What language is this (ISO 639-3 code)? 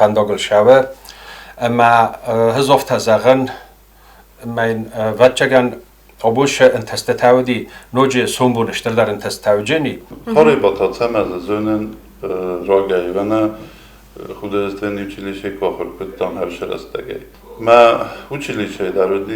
oss